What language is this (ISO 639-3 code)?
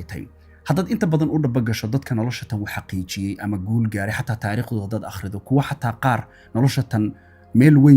som